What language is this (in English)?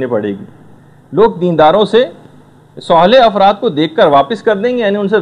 Urdu